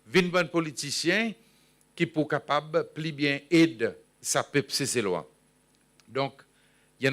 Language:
Seselwa Creole French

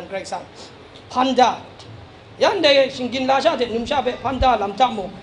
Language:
Kachin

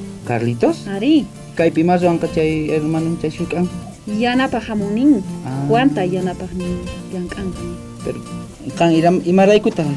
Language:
South Bolivian Quechua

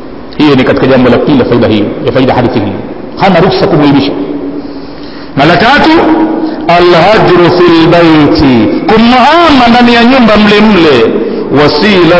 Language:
Swahili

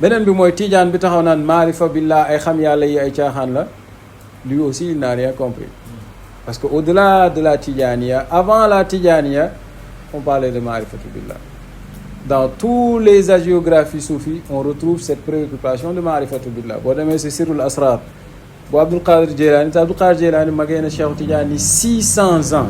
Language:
Wolof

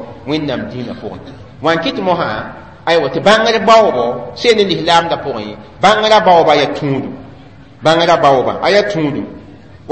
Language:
Mossi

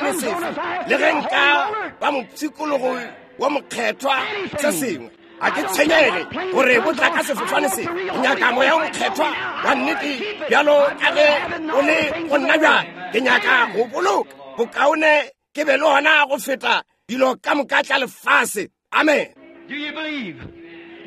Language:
Northern Sotho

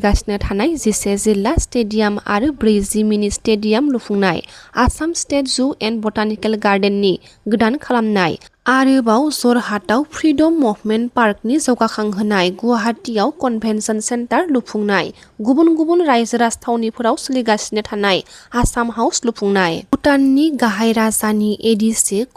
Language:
Bodo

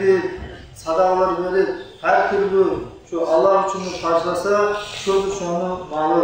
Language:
Kumyk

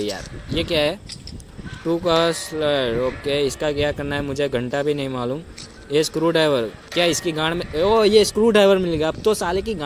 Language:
Hindi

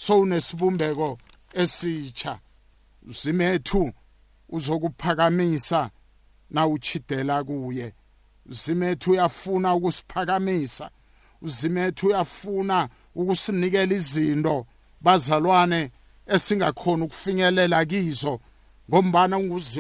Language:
South Ndebele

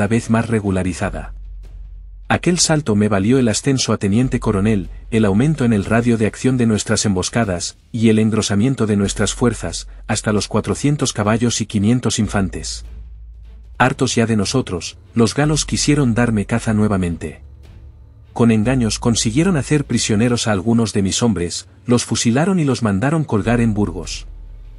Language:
Spanish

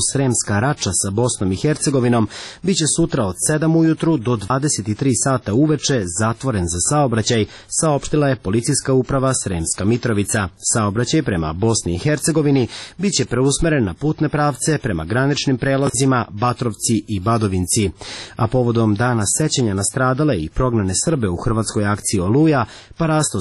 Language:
Serbian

